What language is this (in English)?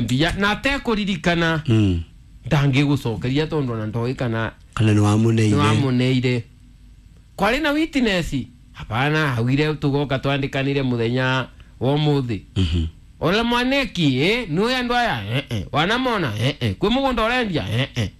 Kikuyu